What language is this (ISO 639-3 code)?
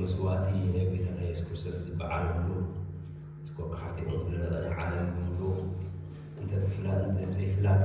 tir